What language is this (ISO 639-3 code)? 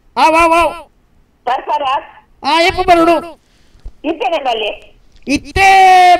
kan